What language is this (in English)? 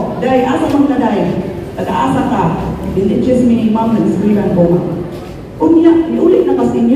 Cebuano